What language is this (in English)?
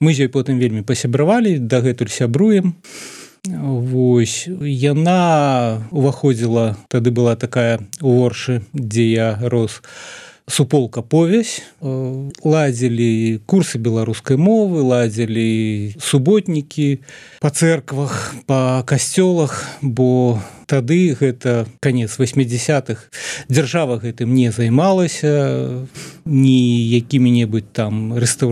Belarusian